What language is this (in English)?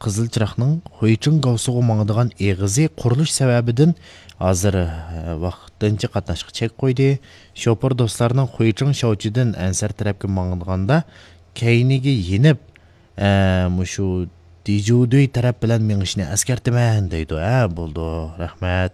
Uyghur